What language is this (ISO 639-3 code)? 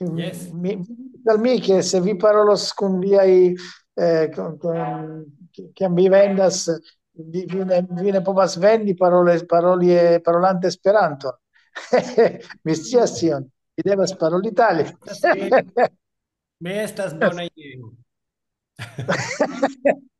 epo